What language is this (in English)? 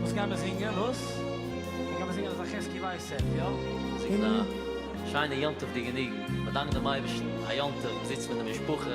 Yiddish